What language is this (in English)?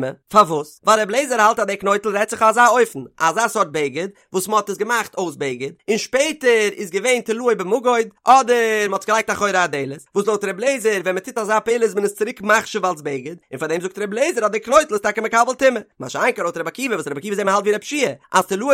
Yiddish